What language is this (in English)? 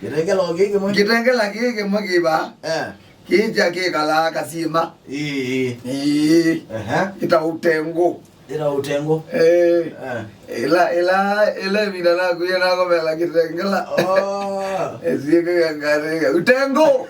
Kamba